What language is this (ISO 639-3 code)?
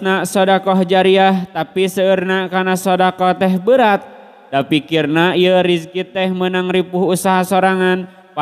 sun